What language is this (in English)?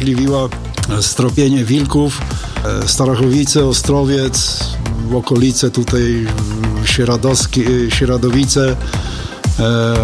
Polish